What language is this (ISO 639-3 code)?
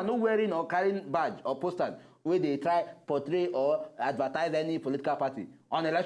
pcm